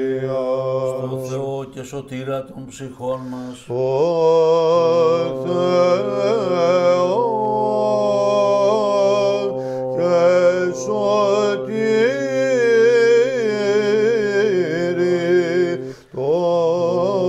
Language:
Greek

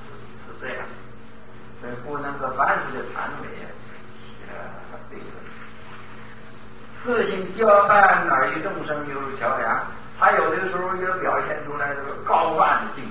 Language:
Chinese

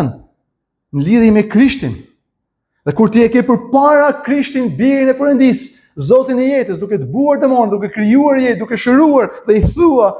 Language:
Albanian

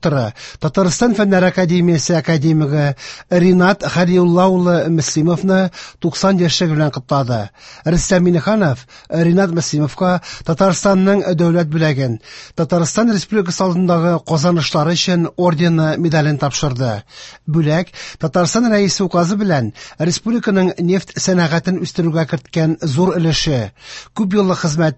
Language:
Tatar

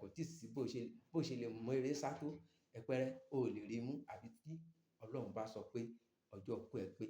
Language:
Yoruba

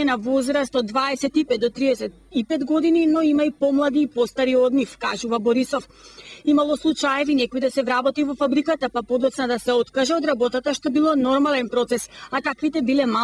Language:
Macedonian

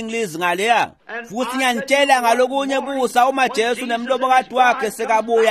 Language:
Swati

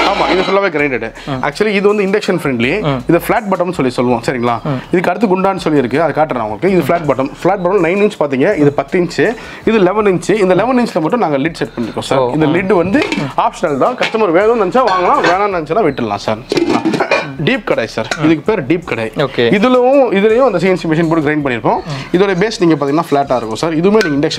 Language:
Tamil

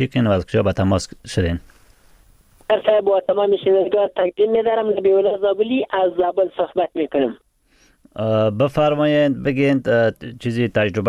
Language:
Persian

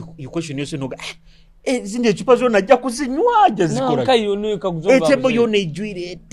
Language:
Nyoro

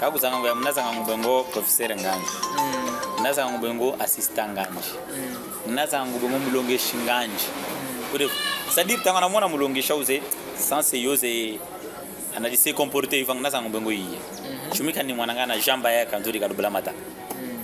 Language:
Chokwe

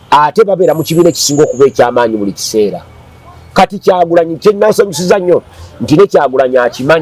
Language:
Ganda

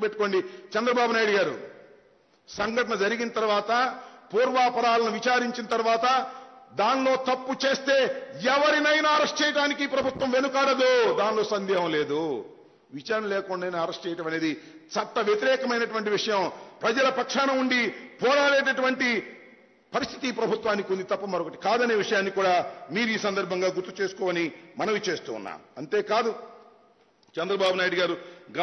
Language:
Telugu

